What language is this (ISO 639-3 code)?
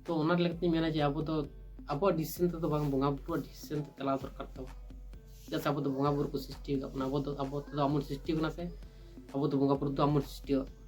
sat